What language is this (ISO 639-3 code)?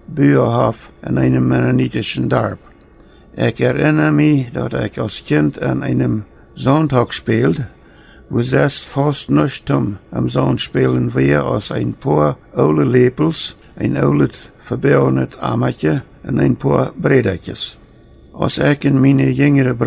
pdt